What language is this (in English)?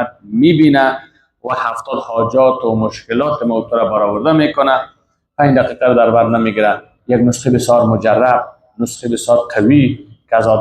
Persian